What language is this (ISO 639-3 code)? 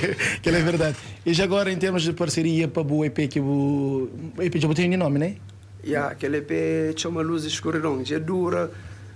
kea